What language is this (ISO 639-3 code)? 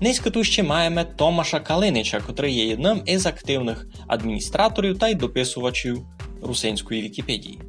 rue